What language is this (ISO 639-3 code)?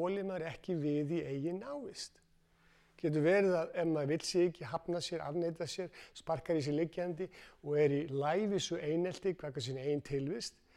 isl